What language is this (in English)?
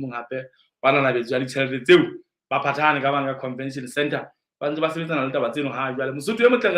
Southern Sotho